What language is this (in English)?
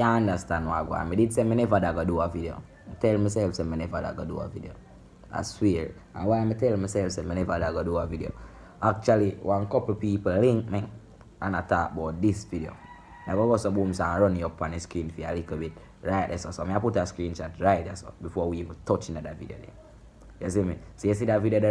Jamaican Creole English